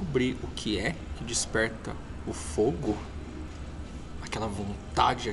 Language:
Portuguese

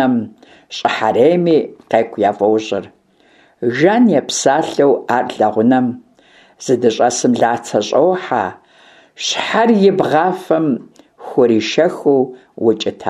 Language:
Kabardian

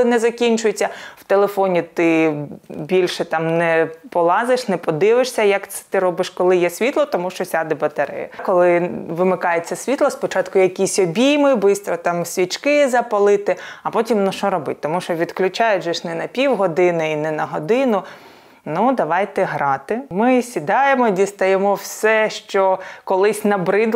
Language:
Ukrainian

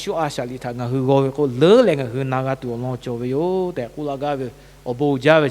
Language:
Lahu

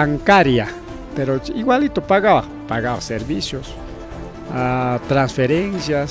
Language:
Ayacucho Quechua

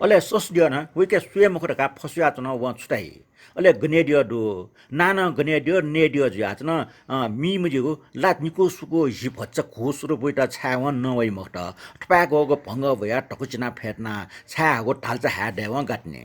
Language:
Newari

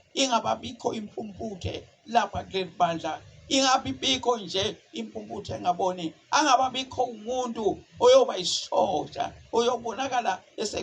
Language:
Zulu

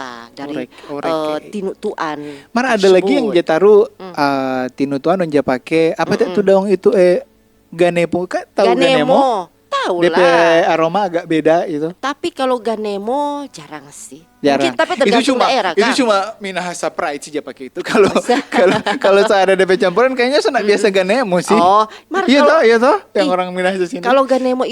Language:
Manado Malay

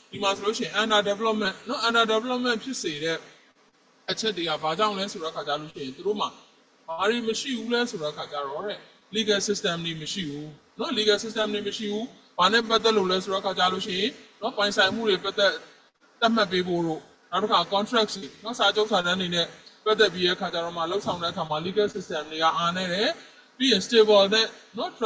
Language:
Burmese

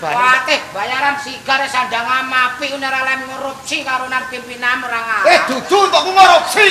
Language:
Javanese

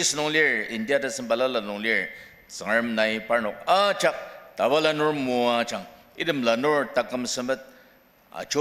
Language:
Ao Naga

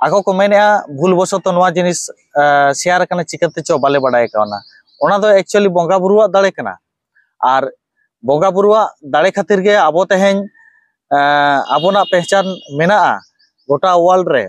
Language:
Santali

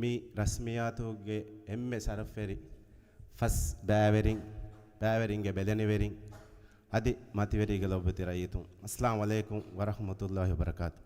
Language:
Divehi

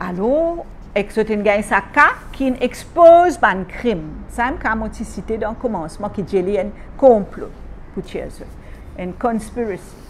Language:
Morisyen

